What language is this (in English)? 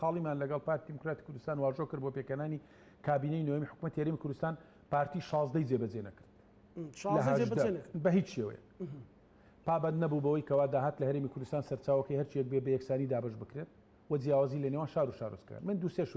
Central Kurdish